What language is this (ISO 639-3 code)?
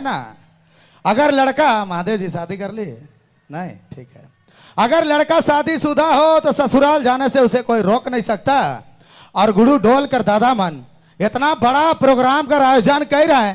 sck